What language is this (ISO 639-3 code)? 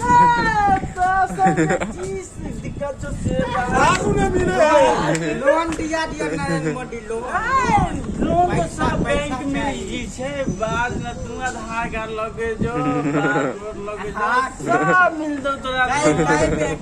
mai